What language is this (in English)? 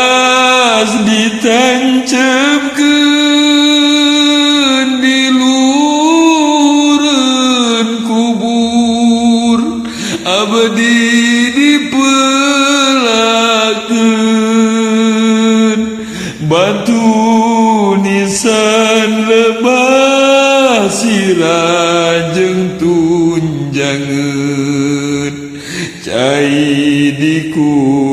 Sundanese